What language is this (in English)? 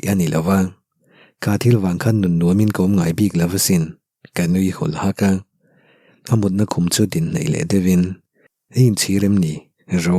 Mizo